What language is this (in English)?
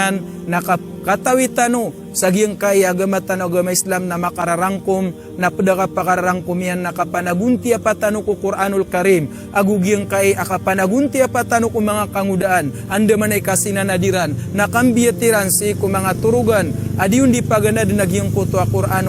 Maranao